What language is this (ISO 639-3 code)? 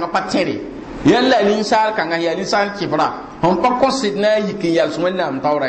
mos